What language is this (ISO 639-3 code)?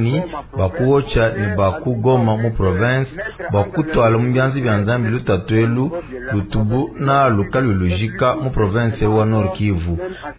lua